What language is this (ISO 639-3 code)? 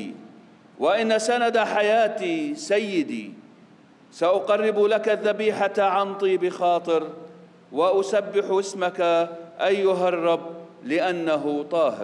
ara